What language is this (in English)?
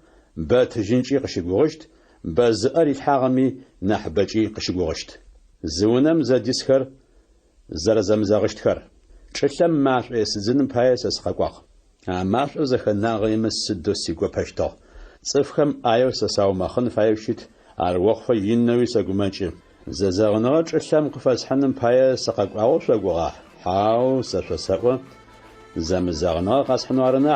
Adyghe